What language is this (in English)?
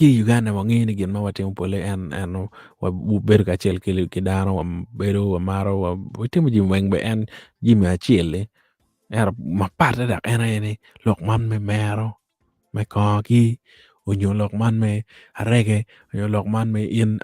Acoli